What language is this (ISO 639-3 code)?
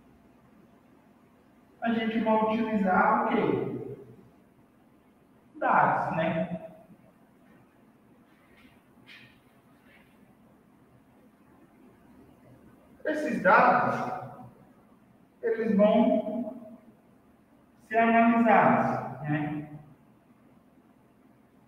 por